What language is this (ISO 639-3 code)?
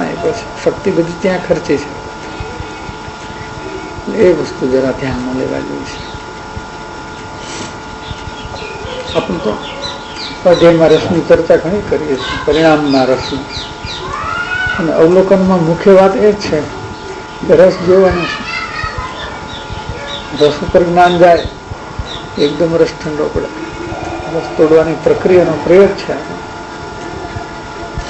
guj